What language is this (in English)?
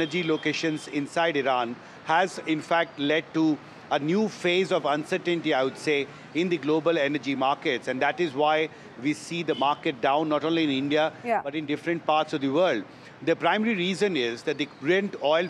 English